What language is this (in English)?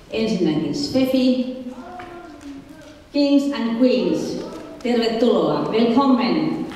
Finnish